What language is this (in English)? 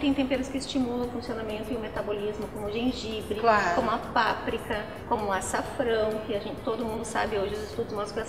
Portuguese